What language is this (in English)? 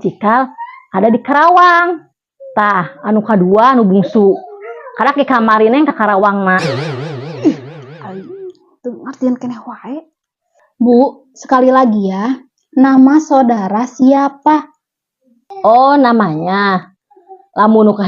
Sundanese